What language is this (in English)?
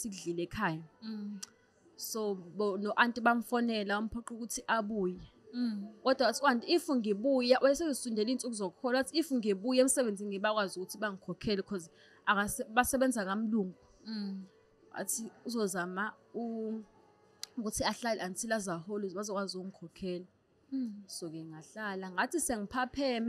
Zulu